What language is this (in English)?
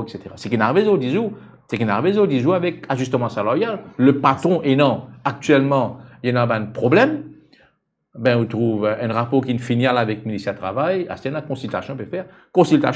Morisyen